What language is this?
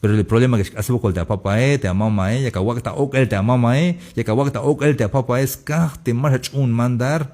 Tzeltal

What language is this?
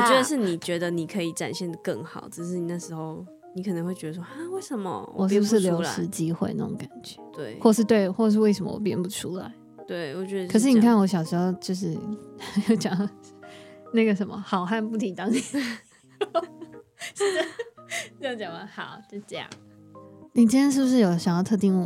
Chinese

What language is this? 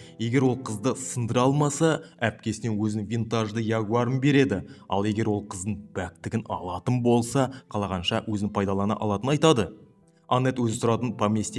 Kazakh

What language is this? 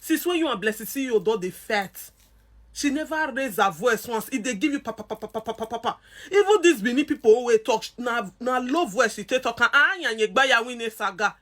Nigerian Pidgin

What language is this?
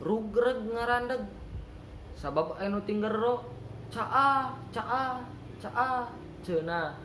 Sundanese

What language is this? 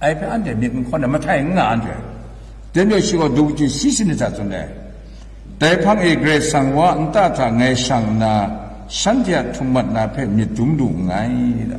Kachin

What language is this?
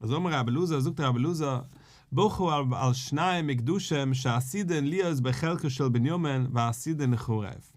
Yiddish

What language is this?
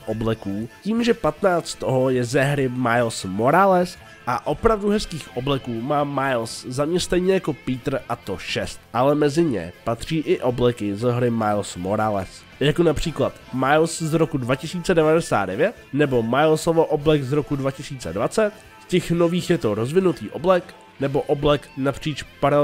Czech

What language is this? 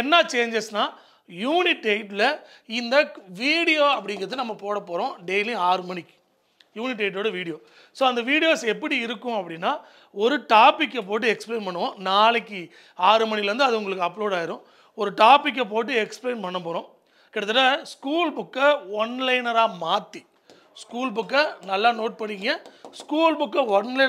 Tamil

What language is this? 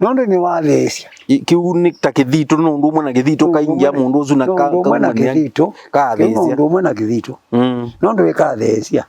Kamba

